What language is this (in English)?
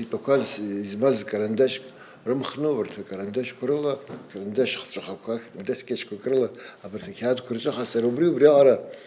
Abkhazian